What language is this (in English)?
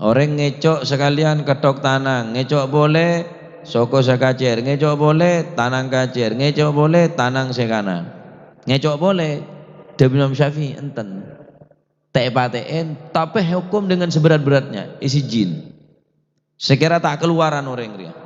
Madurese